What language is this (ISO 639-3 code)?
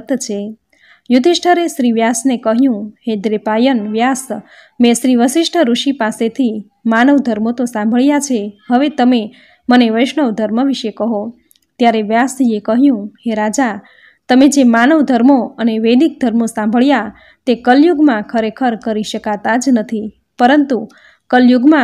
guj